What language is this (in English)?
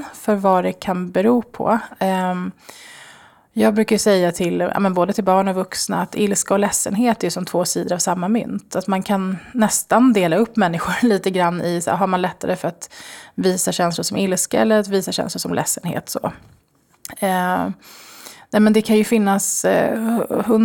Swedish